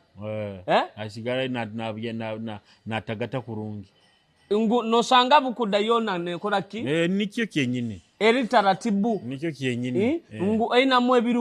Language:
Nyoro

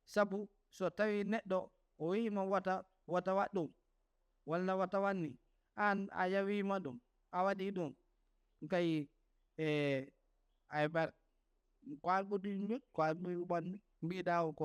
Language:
Fula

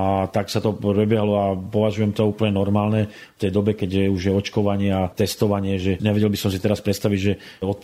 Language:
Slovak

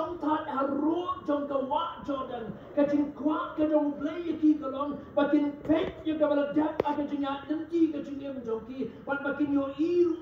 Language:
Khasi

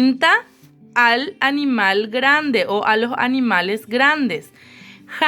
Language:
Guarani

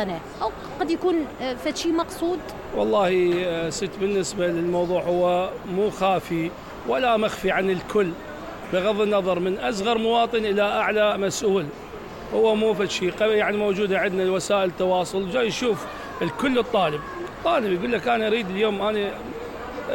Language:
Mesopotamian Arabic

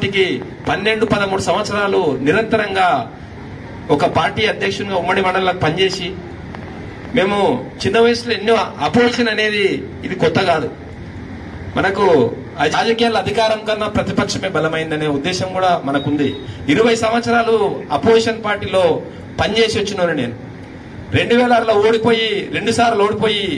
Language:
Telugu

